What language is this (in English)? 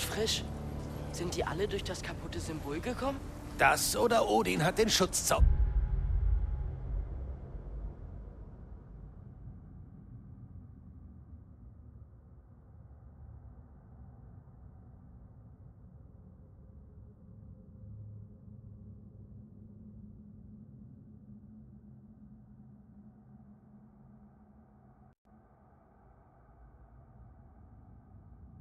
German